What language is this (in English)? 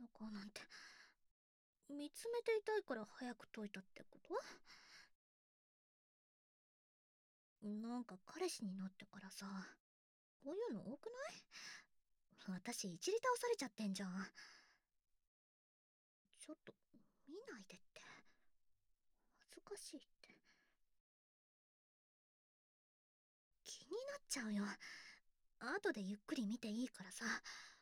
Japanese